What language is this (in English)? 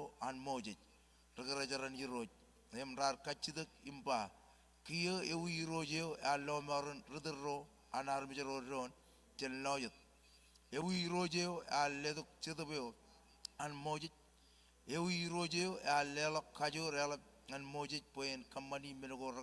Marshallese